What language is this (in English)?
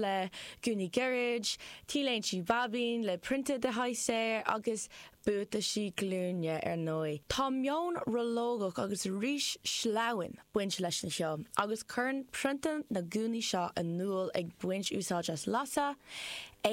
Irish